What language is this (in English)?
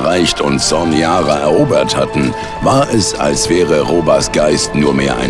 Bavarian